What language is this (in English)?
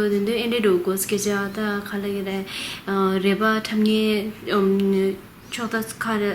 Tibetan